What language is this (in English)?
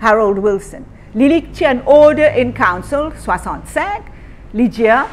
Morisyen